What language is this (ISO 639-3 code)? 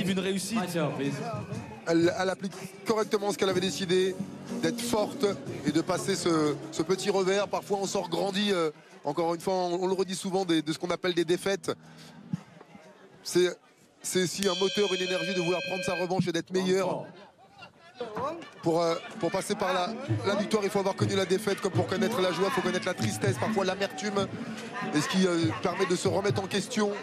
fra